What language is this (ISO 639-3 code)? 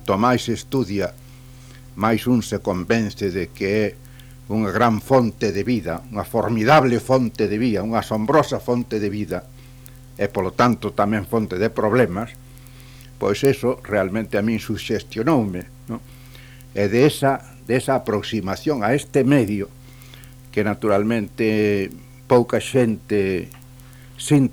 glg